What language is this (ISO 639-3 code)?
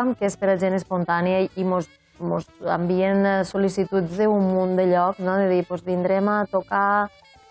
cat